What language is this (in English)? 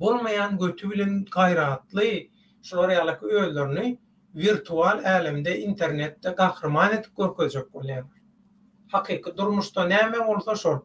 Turkmen